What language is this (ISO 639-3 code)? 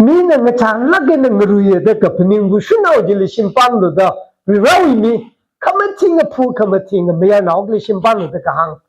nmf